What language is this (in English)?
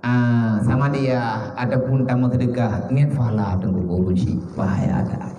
Achinese